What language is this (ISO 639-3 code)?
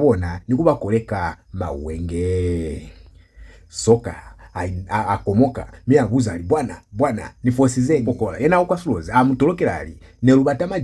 loz